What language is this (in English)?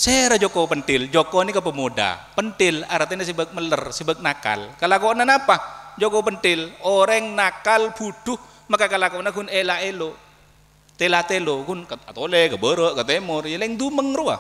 Madurese